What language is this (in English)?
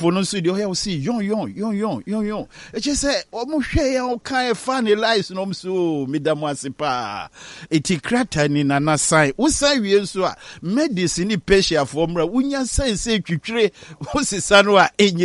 Akan